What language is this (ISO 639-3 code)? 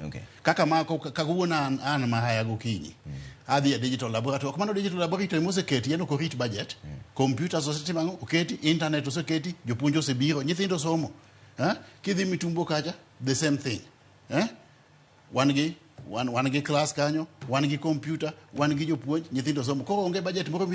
luo